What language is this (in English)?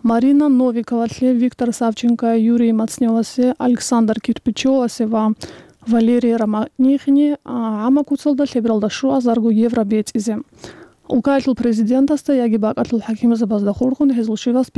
Avaric